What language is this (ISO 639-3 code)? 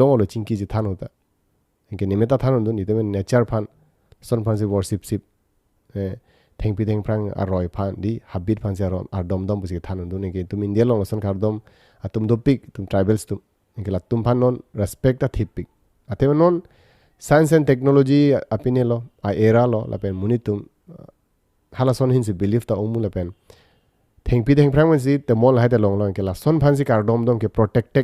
mjw